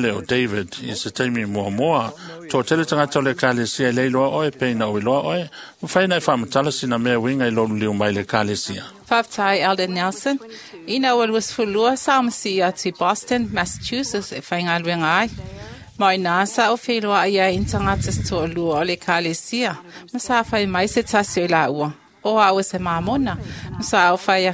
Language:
Samoan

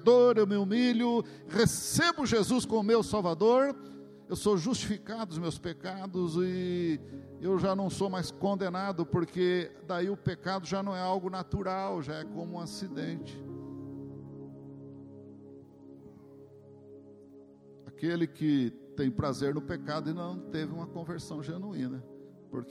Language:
Portuguese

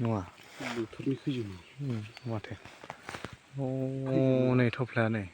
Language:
Bodo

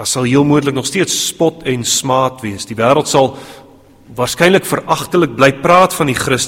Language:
Afrikaans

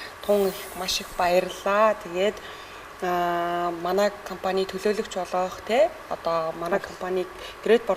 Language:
Mongolian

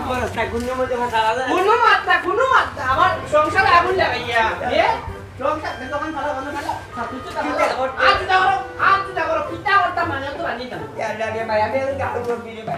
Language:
Sylheti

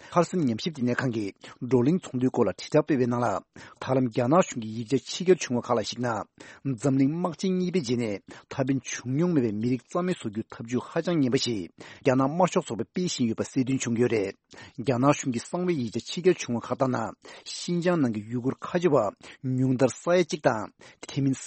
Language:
Tibetan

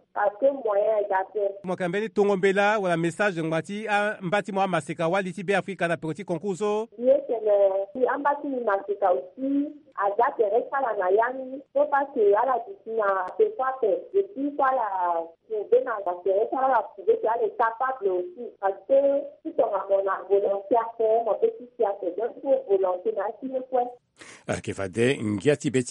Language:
Sango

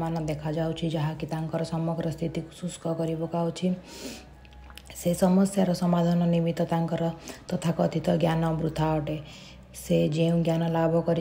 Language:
Odia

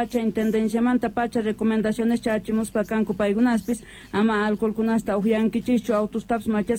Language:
South Bolivian Quechua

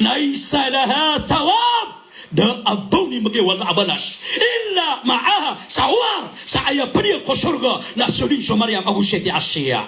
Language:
Maranao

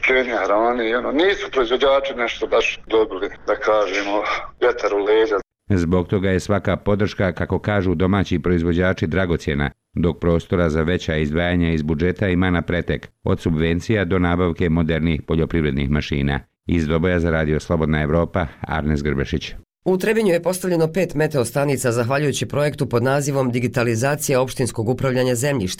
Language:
Bosnian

